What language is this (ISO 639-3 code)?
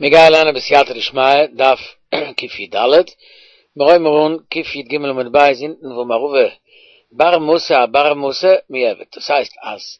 yid